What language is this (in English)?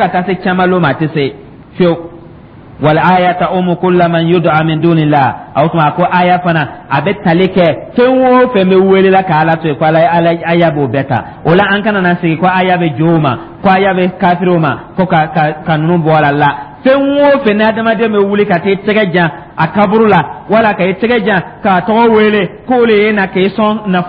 Dyula